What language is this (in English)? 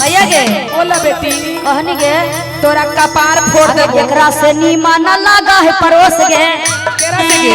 Magahi